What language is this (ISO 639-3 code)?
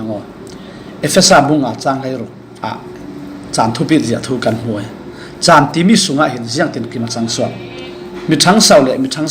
cfm